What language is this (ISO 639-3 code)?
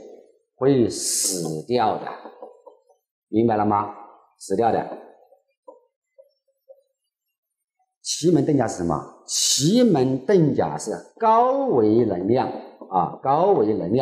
zho